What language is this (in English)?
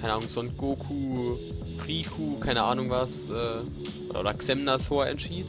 Palatine German